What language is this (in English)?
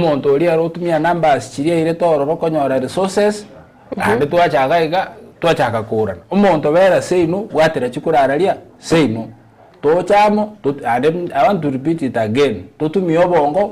Gusii